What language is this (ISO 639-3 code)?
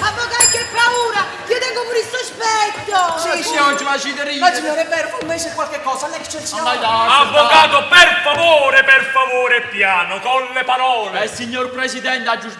nap